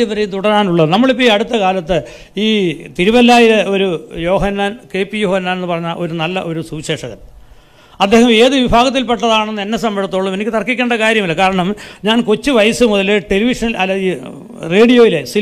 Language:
Malayalam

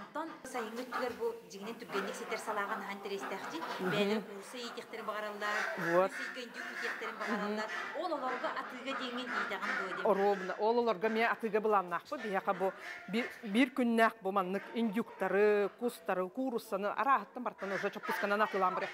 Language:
Yakut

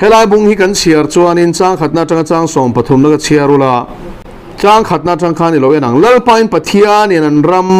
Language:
Mizo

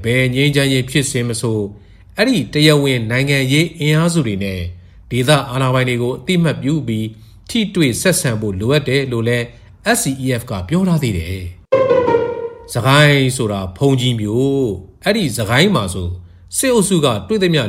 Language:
Burmese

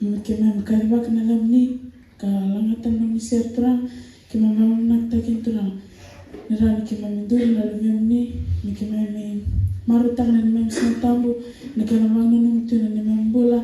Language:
Fijian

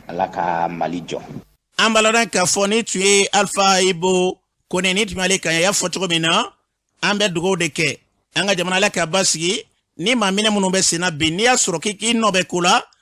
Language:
Bambara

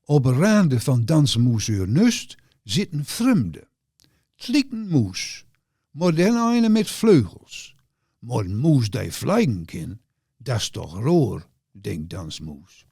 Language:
Gronings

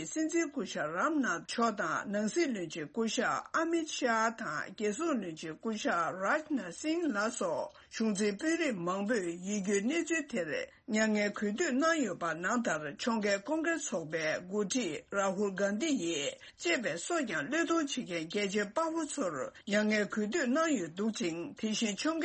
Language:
Tibetan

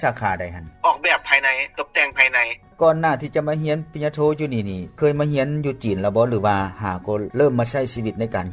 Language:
Lao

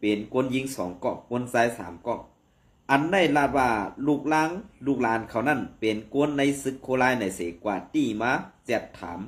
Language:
Shan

